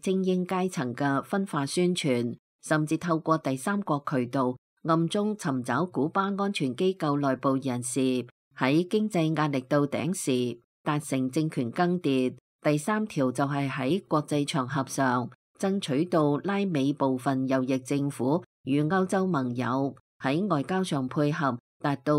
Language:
Cantonese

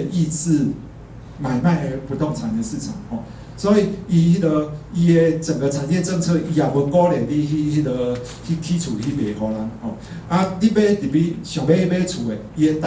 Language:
Min Nan Chinese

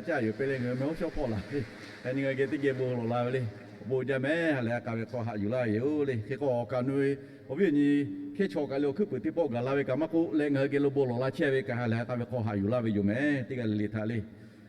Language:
Lahu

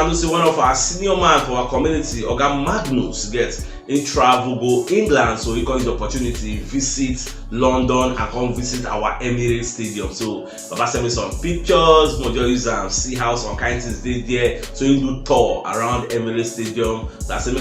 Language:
Nigerian Pidgin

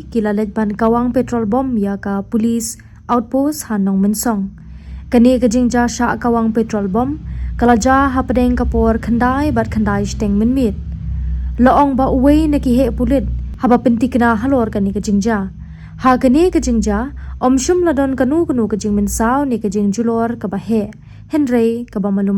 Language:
Khasi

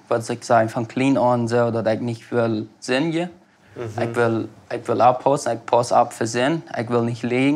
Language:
Plautdietsch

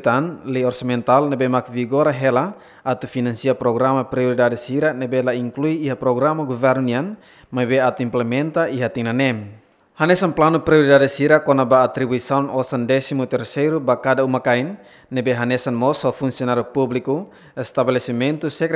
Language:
Tetum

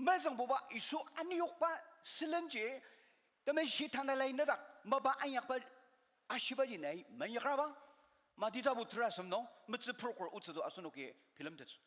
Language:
Ao Naga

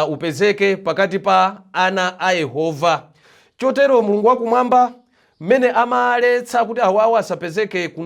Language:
Nyanja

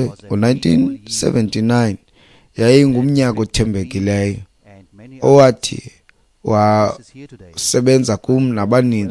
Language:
Xhosa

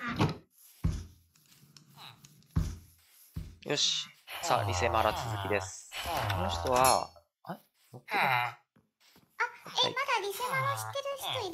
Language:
Japanese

